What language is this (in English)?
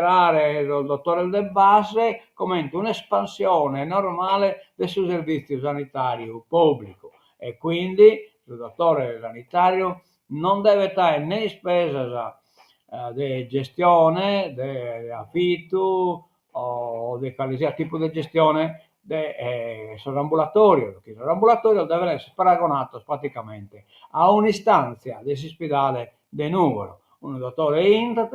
Sardinian